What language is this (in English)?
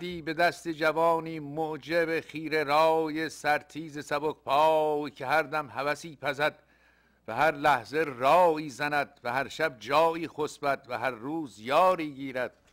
Persian